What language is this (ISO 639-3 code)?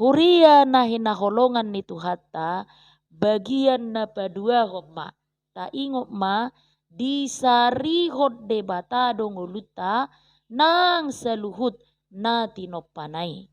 bbc